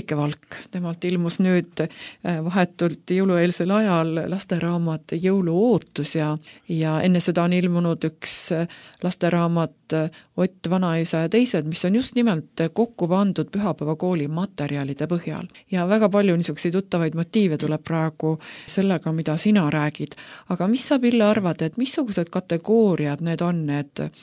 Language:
Estonian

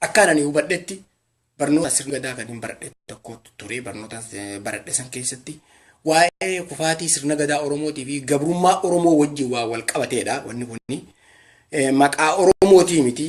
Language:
Oromo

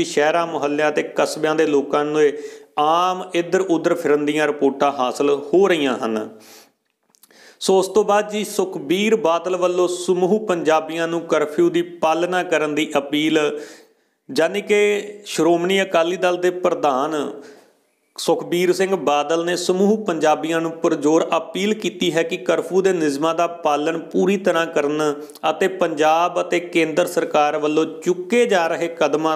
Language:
Punjabi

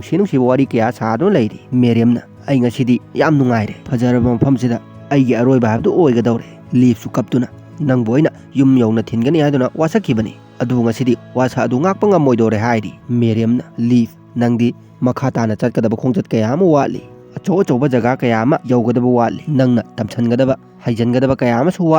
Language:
Manipuri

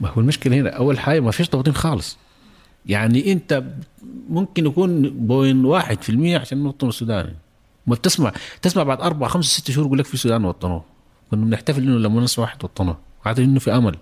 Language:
North Levantine Arabic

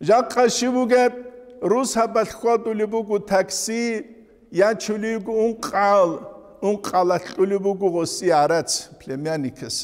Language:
Avaric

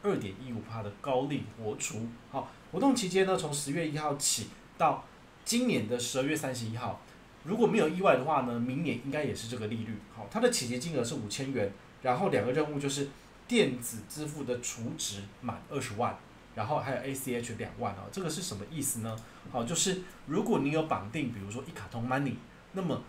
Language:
Chinese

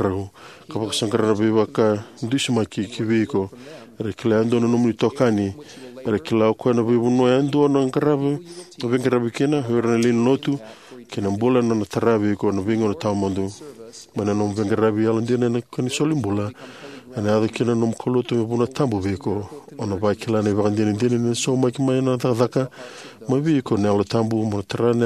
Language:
Fijian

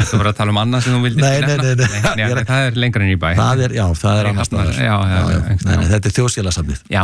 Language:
Icelandic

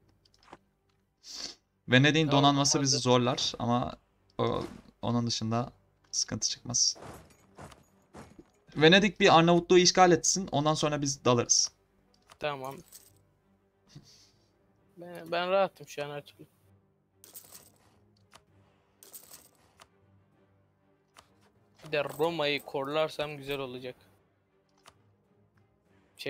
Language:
Turkish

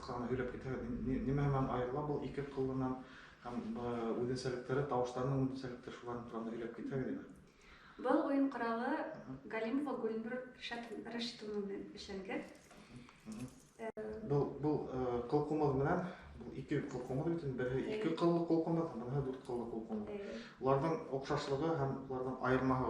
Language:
Bashkir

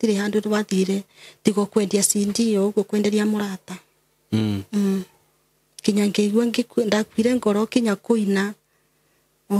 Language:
Kikuyu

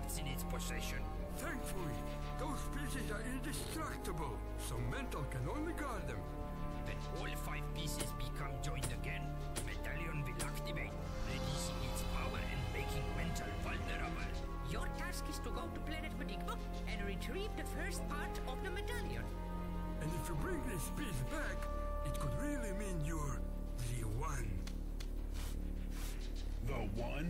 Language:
English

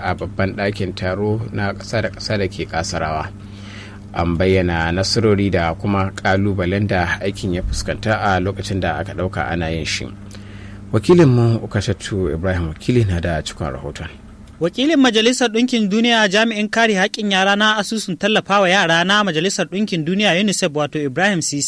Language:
Hausa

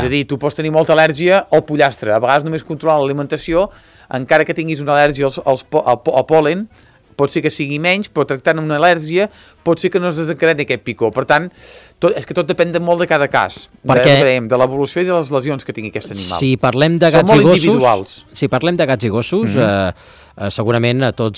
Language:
Catalan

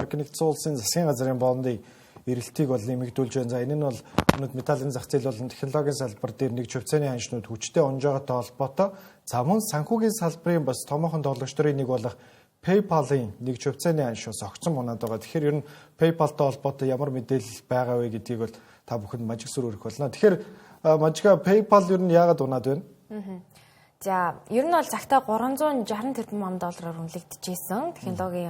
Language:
Mongolian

